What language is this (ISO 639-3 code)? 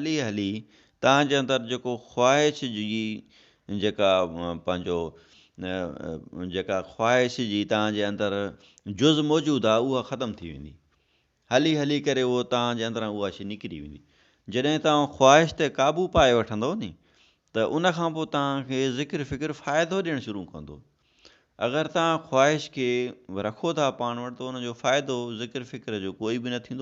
snd